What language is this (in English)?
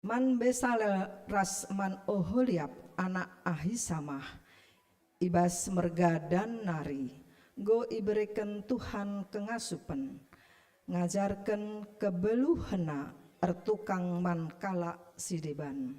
Batak Karo